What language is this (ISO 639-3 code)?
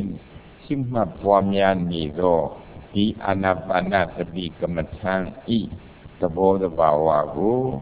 mya